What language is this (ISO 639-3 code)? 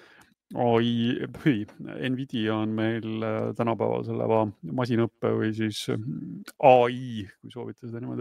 est